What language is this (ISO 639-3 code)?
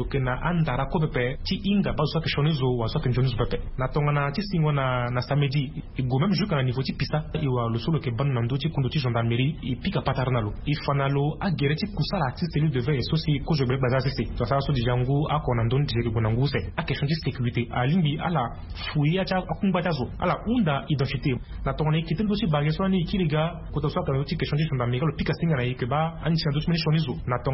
sag